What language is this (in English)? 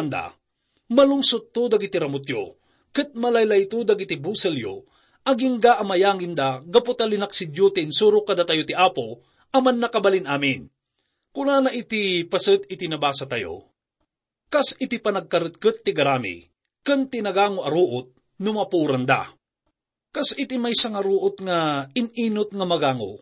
Iloko